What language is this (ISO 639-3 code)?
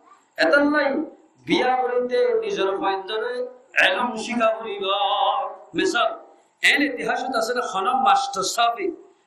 rhg